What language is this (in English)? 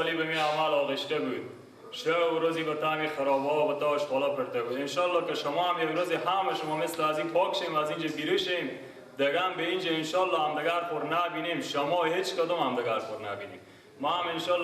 Persian